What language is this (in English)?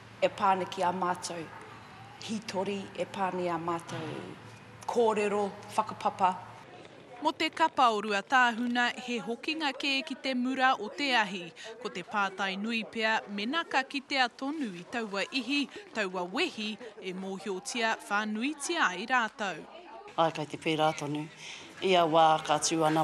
Māori